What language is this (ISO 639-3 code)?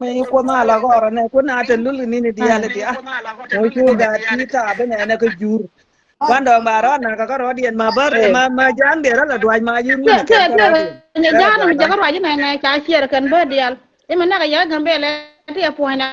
nus